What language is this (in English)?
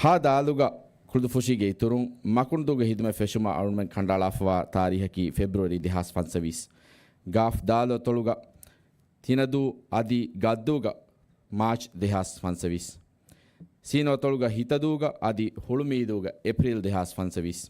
Divehi